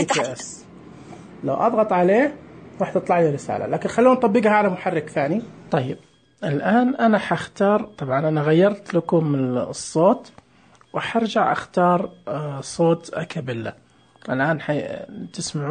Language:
Najdi Arabic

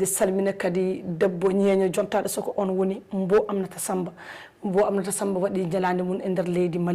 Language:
Fula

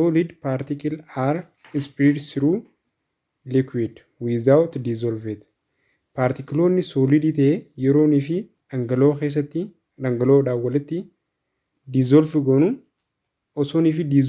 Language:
Oromo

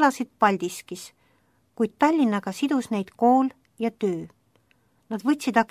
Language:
Estonian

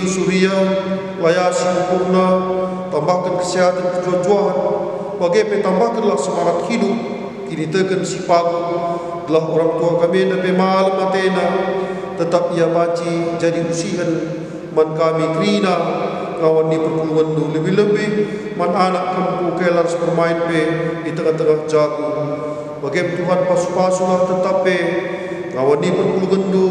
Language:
Batak Karo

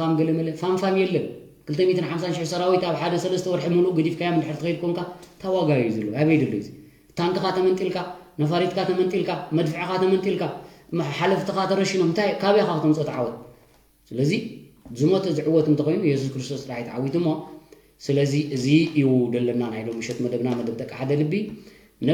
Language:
Tigrinya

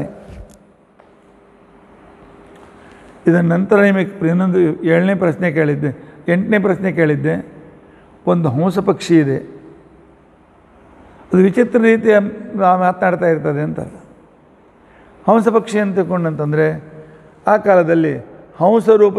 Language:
Kannada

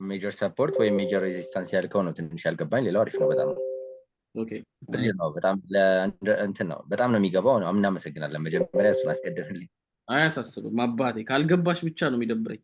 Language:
Amharic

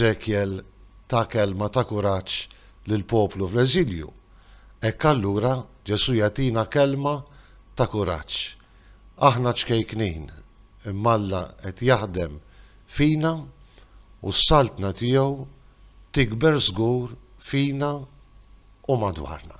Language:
Maltese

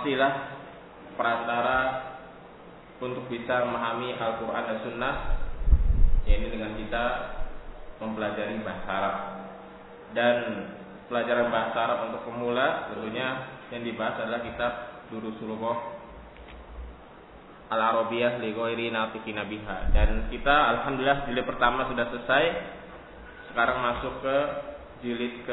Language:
Indonesian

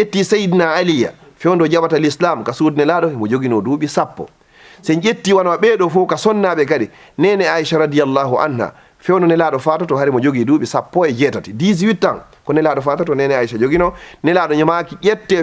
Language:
Fula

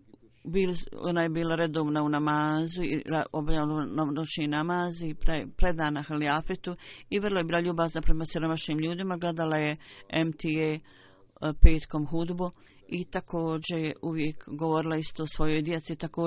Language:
Bosnian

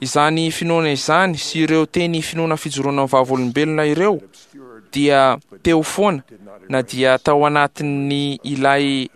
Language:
Malagasy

